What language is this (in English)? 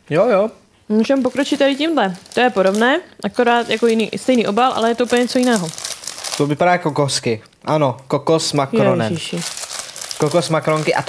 Czech